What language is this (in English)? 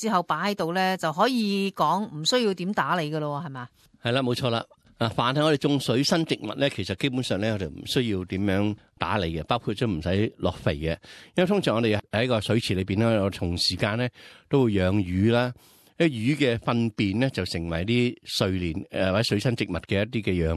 Cantonese